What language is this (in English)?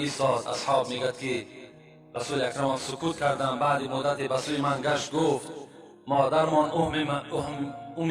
Tajik